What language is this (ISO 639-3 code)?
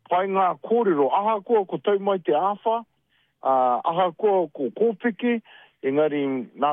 mri